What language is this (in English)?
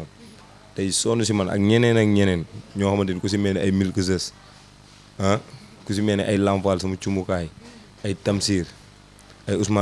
Wolof